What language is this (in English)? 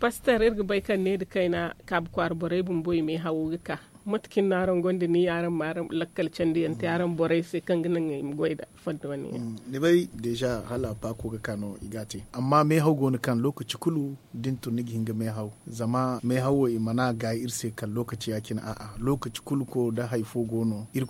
Zarma